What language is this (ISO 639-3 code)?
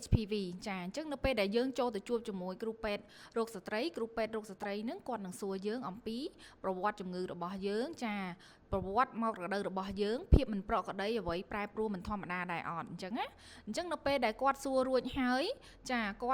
khm